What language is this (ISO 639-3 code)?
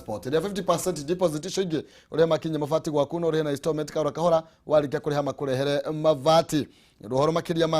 kik